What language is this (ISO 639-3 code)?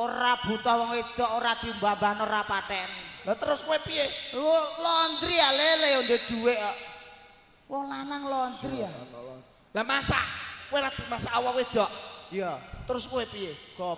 jav